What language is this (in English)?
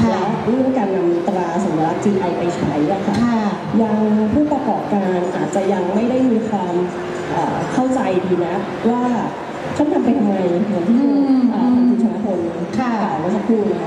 Thai